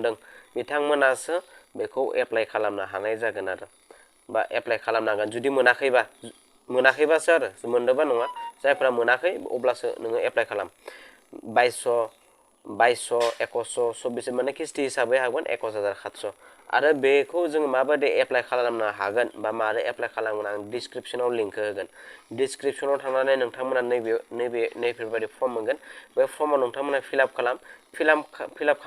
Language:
Bodo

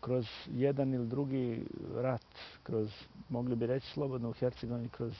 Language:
Bosnian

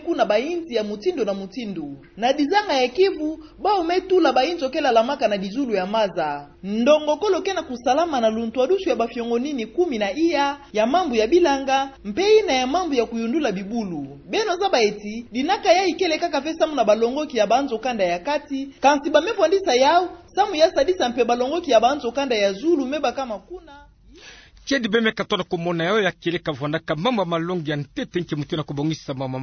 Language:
Kituba (Democratic Republic of Congo)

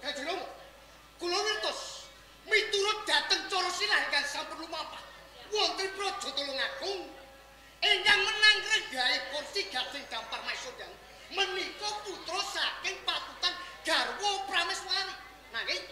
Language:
Javanese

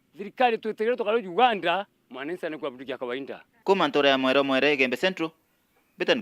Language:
Meru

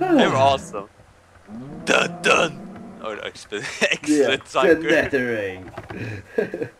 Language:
Faroese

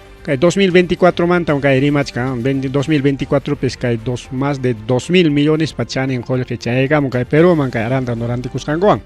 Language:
Ayacucho Quechua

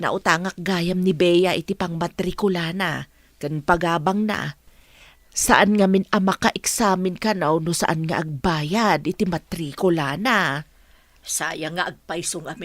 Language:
Iloko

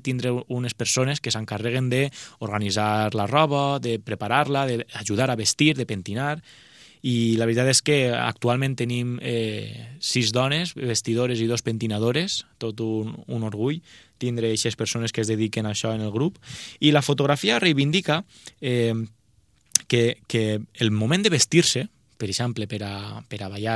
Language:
Catalan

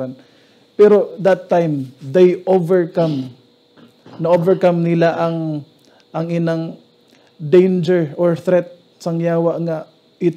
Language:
Hiligaynon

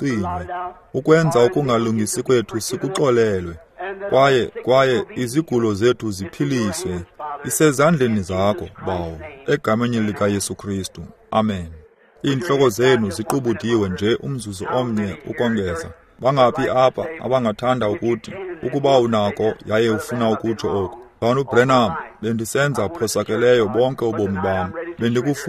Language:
Xhosa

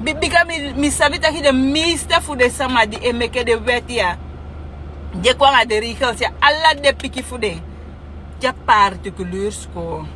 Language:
Sranan Tongo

